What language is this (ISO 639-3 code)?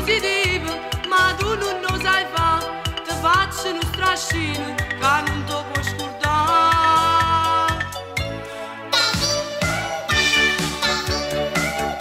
ita